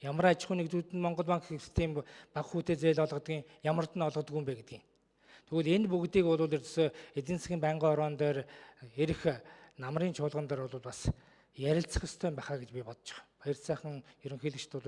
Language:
Mongolian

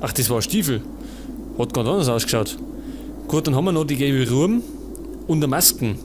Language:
Bavarian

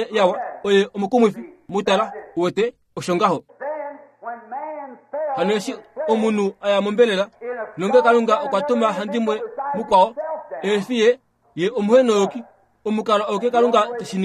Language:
Kuanyama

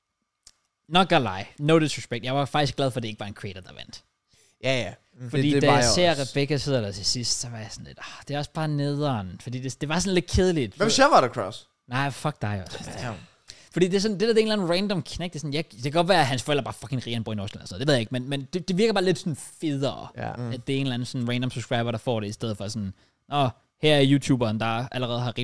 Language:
Danish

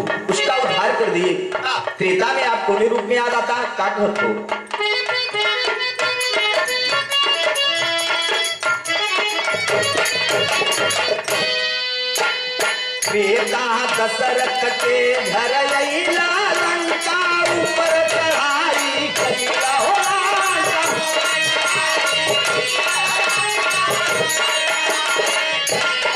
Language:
Bhojpuri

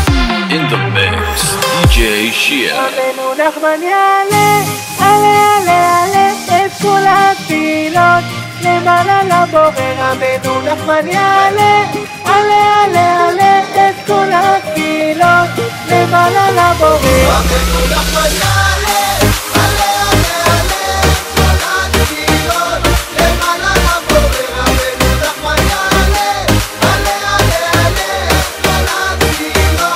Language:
Hebrew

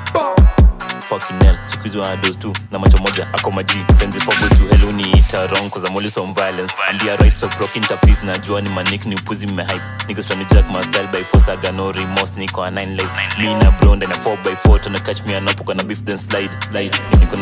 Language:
Swahili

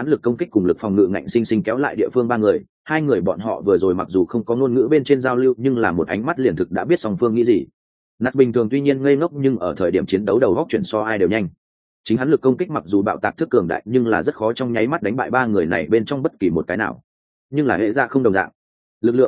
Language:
Vietnamese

